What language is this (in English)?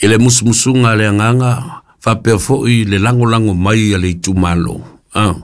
Samoan